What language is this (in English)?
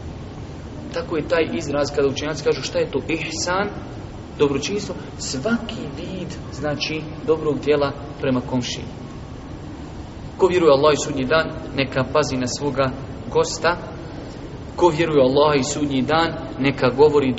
Bosnian